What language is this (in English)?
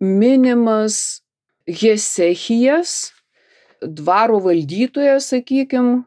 Lithuanian